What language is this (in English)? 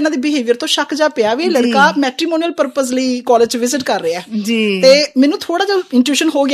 Punjabi